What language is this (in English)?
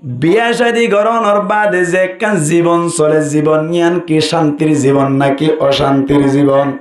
Rohingya